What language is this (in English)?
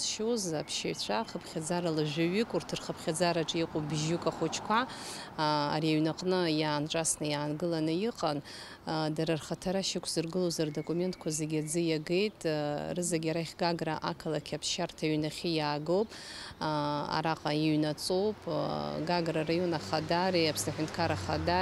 Abkhazian